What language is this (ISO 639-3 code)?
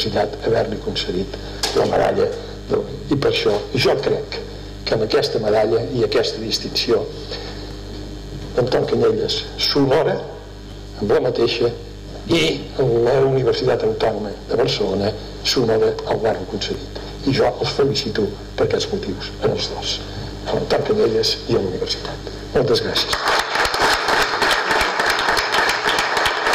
cat